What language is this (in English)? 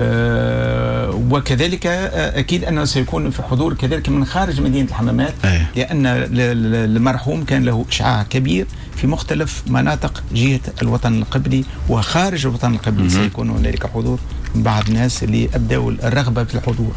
Tunisian Arabic